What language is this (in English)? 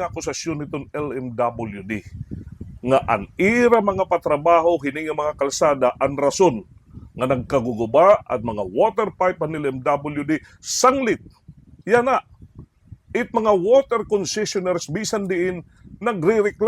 Waray